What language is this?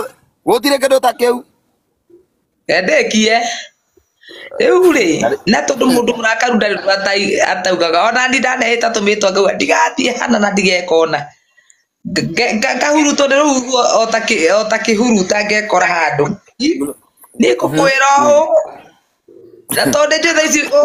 Kikuyu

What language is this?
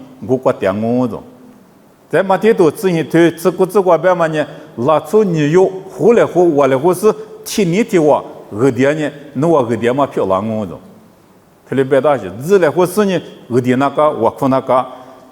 Lisu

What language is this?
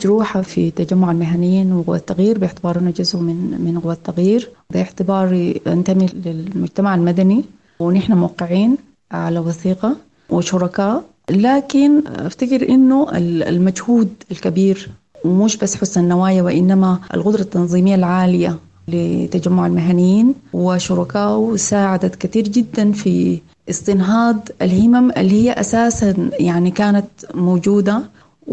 Sudanese Arabic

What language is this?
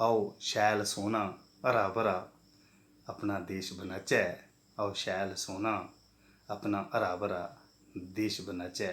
Dogri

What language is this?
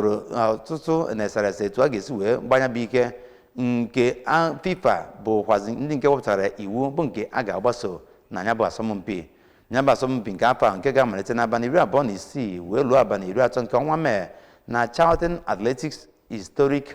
Igbo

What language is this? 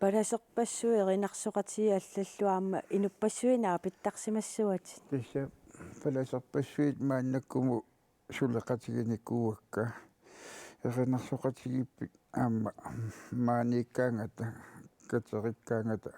Kalaallisut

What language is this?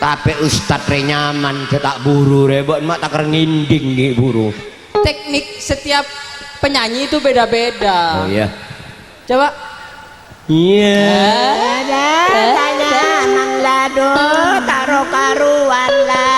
Madurese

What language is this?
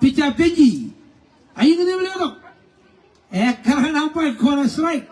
Marshallese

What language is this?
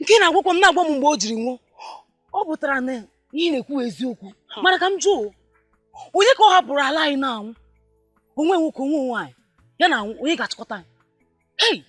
Igbo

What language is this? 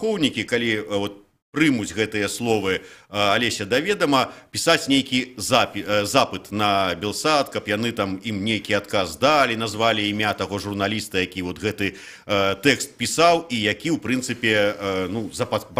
Belarusian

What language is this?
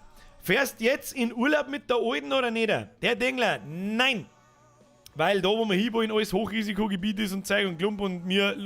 Bavarian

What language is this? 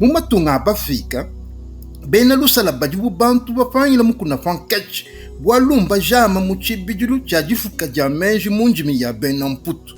Luba-Lulua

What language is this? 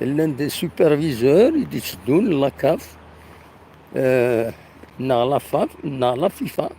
Kabyle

